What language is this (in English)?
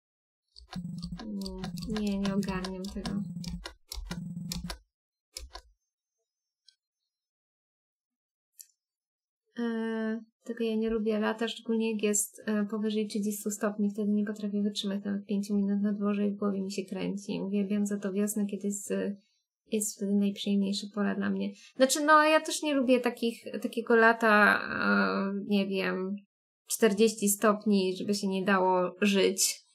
Polish